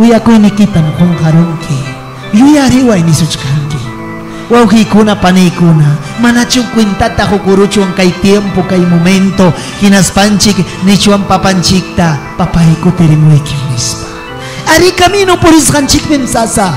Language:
Ayacucho Quechua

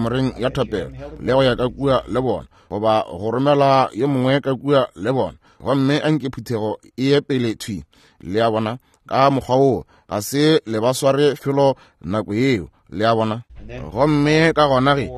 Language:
Northern Sotho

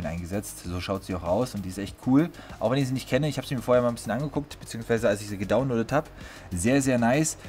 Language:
German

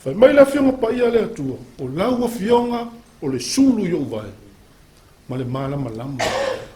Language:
Samoan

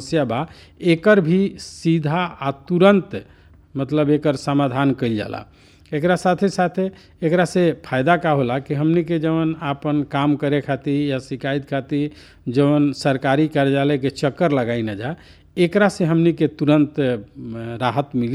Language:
Bhojpuri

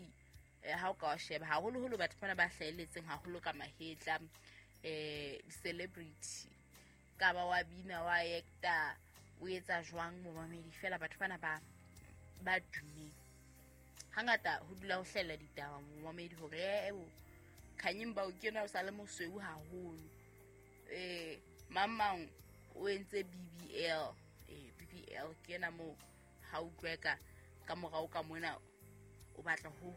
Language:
Southern Sotho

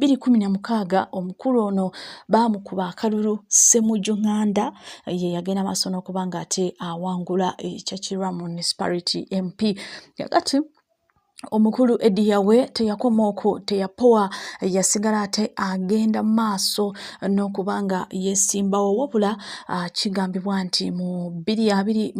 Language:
Ganda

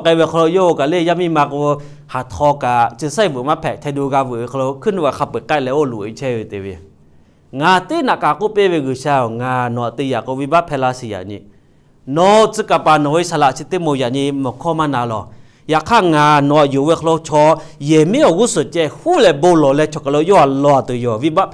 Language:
Lahu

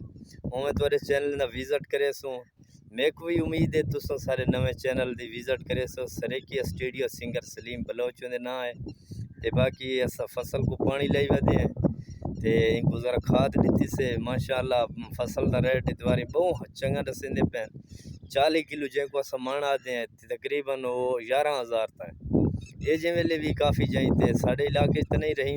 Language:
Saraiki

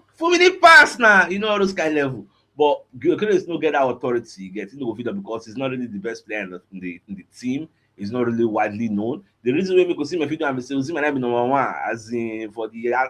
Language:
Nigerian Pidgin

